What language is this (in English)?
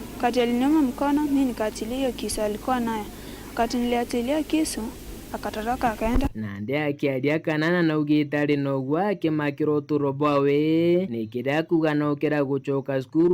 Meru